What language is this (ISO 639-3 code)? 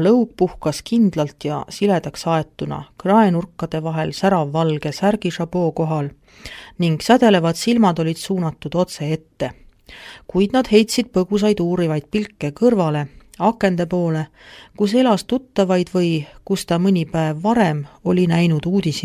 est